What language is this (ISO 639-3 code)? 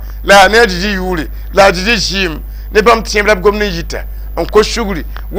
mos